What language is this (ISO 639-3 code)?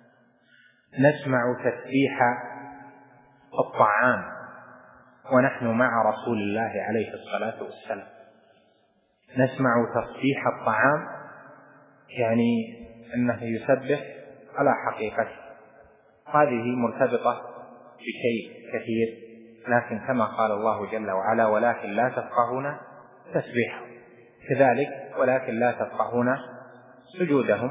ara